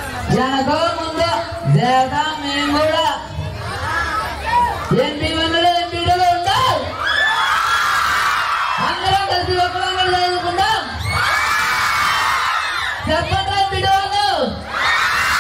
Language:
Telugu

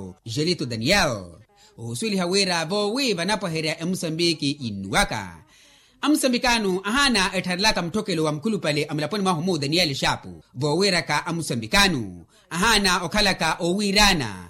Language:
Makhuwa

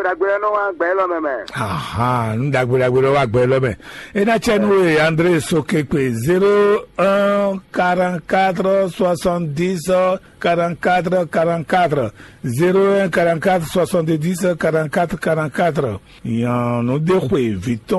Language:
Fon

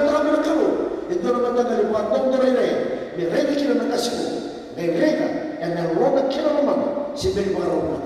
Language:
Fijian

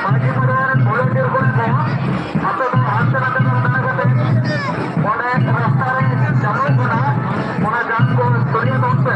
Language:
Santali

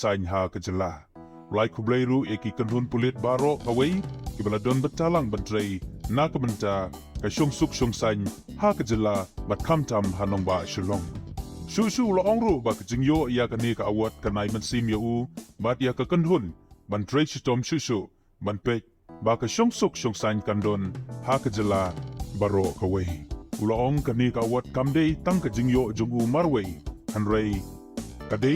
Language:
Khasi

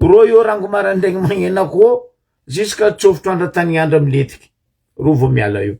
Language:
Malagasy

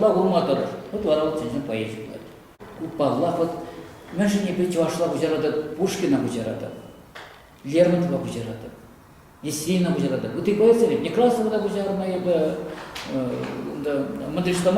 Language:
Chuvash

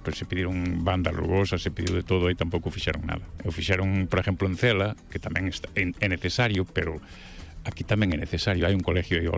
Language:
Galician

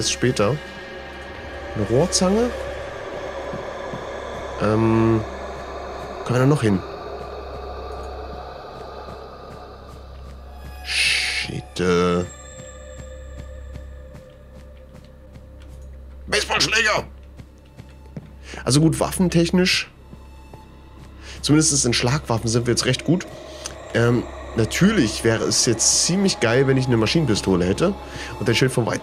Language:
German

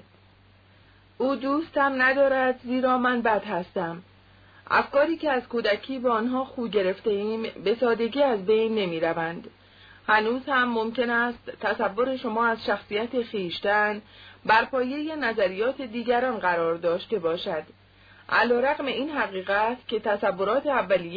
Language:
Persian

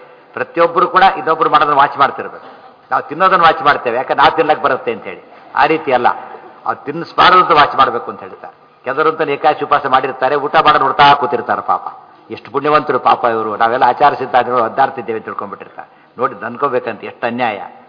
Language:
Kannada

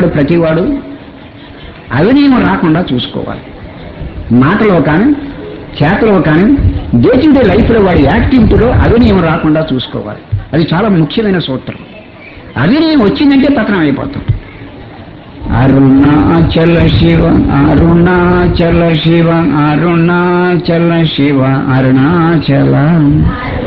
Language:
Telugu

